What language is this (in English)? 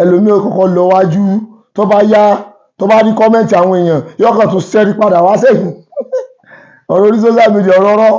Yoruba